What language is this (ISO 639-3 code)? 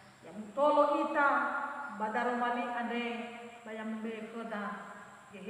nia